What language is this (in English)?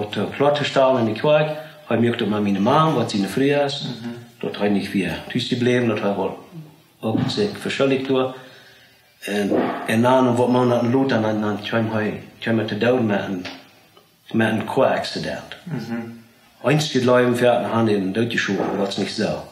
Plautdietsch